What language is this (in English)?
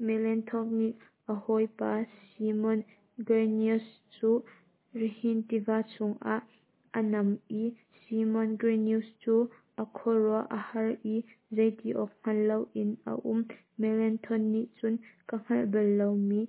Hakha Chin